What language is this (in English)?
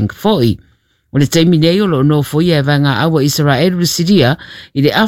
Samoan